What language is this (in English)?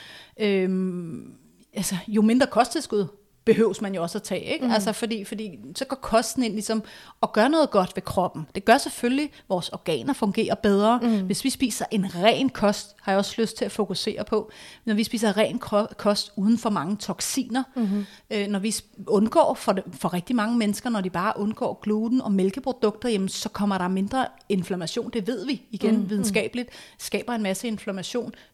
Danish